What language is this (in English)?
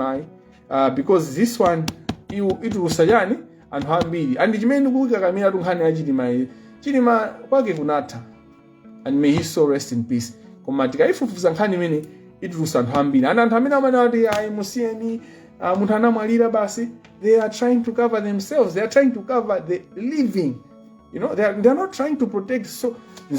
Nyanja